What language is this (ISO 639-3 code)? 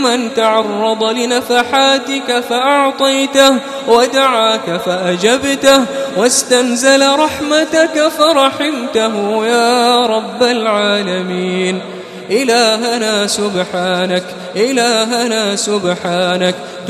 ara